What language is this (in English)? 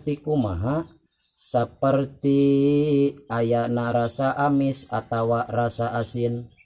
Sundanese